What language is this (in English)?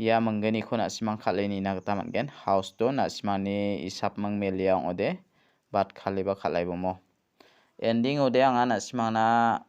Garo